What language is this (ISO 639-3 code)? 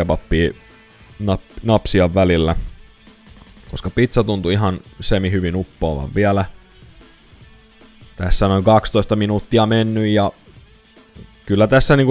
fin